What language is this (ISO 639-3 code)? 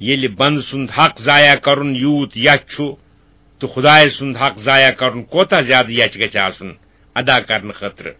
kas